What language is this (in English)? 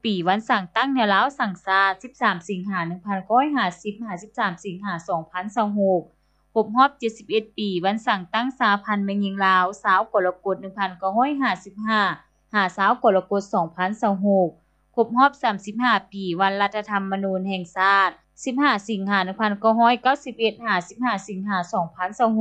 Lao